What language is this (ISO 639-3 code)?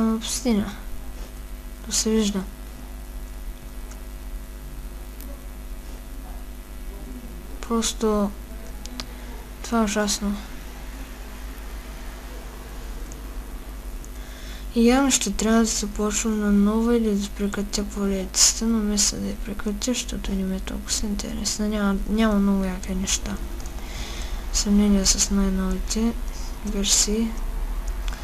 bul